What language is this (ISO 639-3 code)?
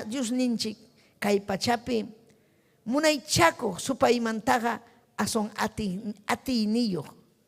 quy